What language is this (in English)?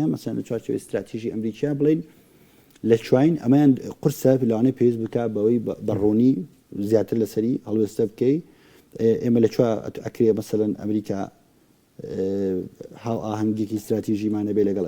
Central Kurdish